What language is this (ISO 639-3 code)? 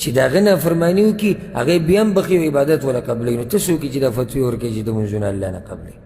pus